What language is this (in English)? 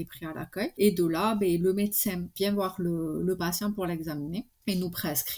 French